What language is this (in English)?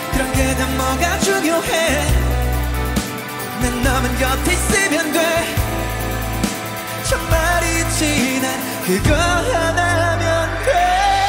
Korean